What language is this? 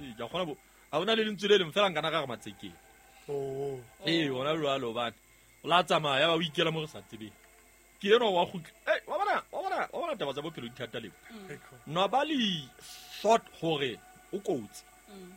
Southern Sotho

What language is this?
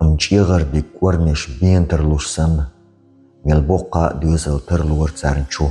Chechen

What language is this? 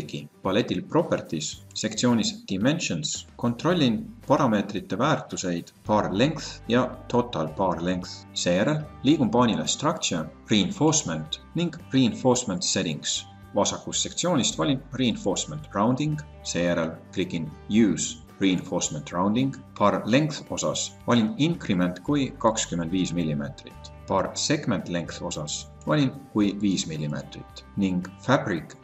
Estonian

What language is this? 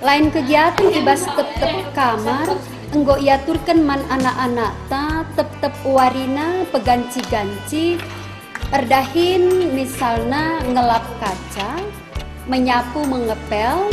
Batak Karo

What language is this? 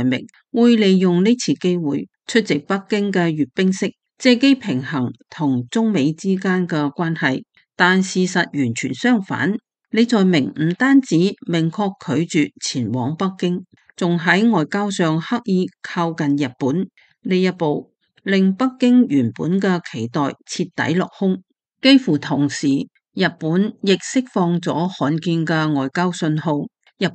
Cantonese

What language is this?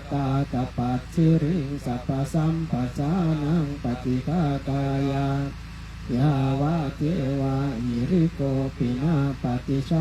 Pali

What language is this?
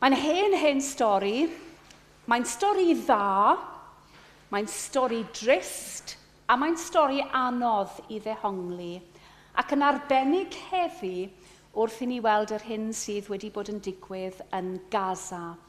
Welsh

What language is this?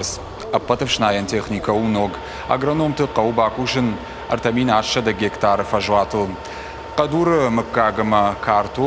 Ossetic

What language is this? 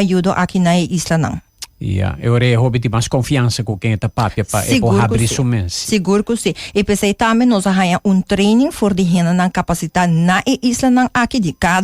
Papiamento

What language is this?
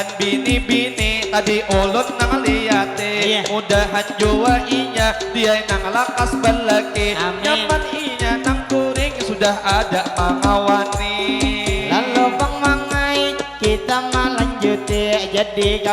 Banjar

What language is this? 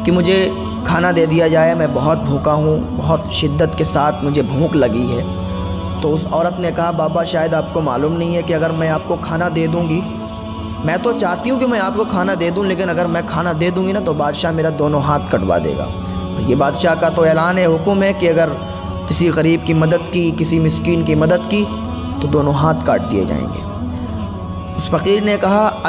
Urdu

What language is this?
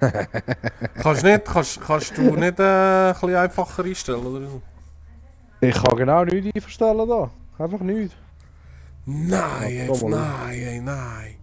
Swiss German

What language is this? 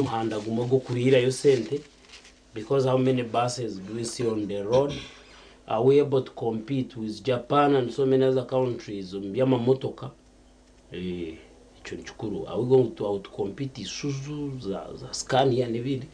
Nyankole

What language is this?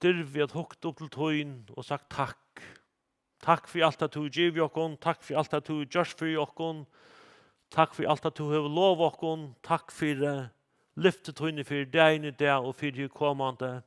Faroese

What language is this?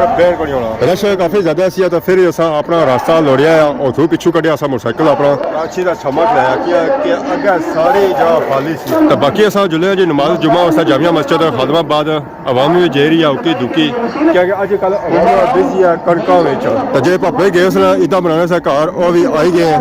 Pahari-Potwari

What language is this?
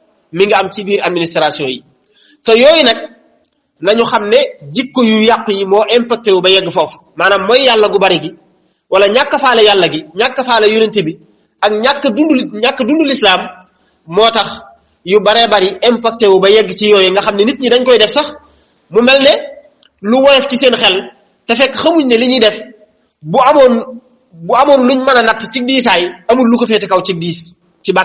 Wolof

